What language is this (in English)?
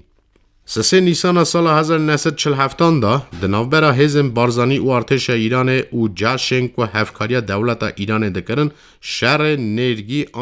Kurdish